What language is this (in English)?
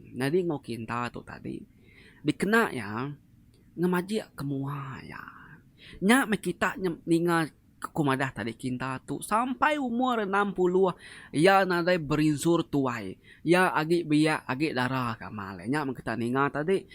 Iban